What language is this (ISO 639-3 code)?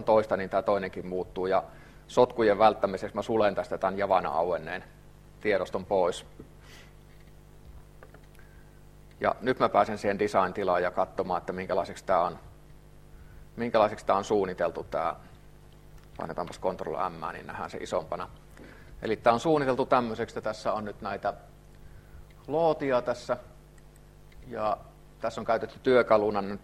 fin